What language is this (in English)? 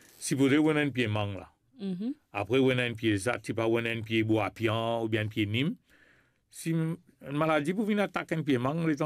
Morisyen